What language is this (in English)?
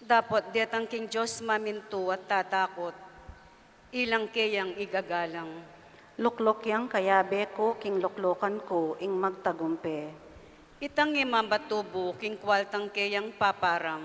Pampanga